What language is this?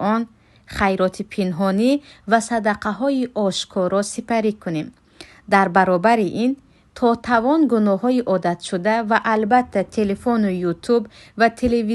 Tajik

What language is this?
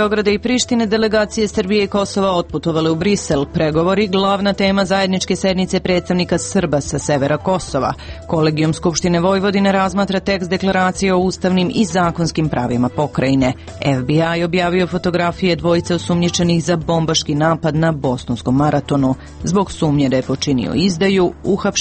Serbian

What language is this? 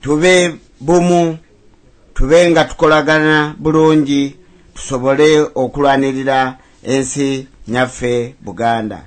Ganda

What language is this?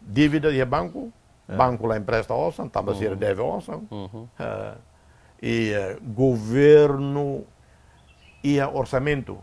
Tetum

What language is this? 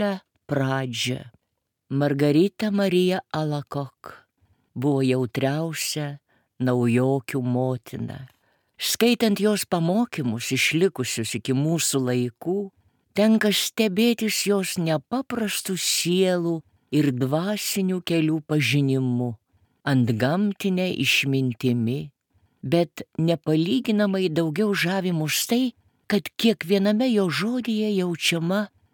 Lithuanian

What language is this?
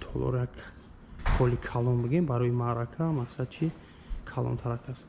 Tajik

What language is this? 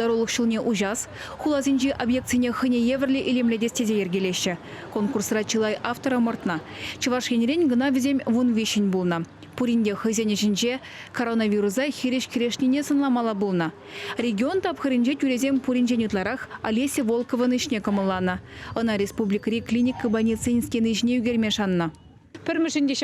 Chuvash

